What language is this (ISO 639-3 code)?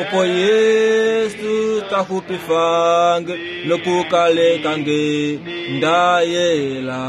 kua